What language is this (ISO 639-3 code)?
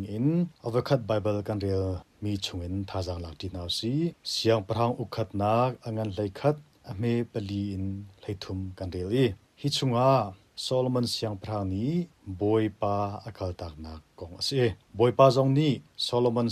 cnh